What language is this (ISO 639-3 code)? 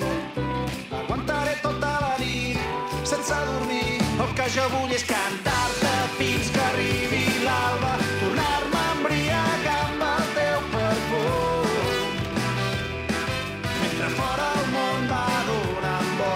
cat